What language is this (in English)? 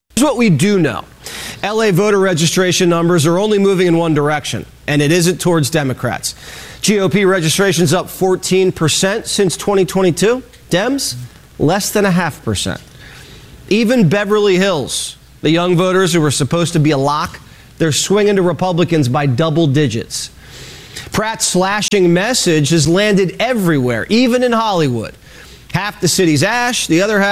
English